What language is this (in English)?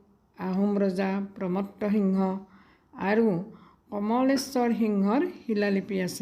Assamese